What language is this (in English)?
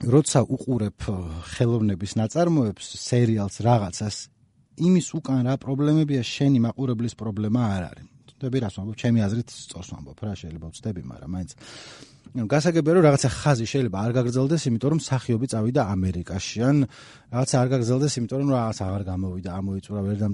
Georgian